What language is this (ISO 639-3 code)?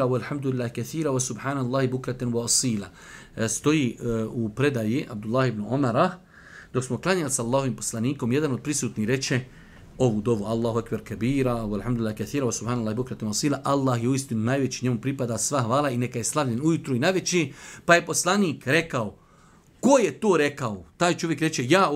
bos